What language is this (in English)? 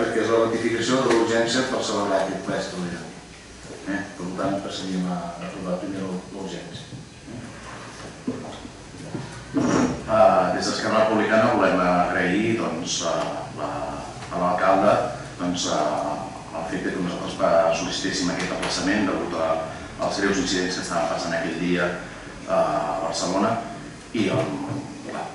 Catalan